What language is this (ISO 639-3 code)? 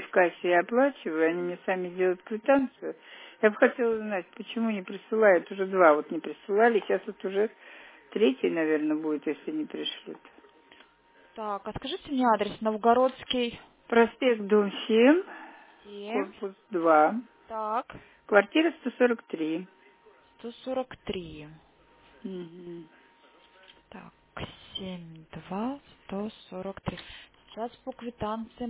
rus